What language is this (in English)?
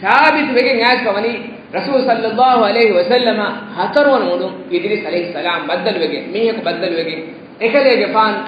Divehi